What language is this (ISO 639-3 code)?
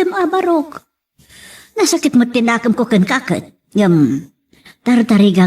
ilo